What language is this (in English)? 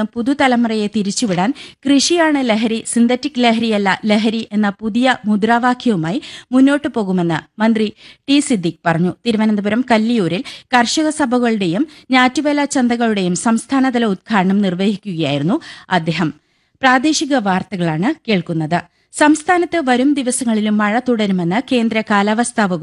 Malayalam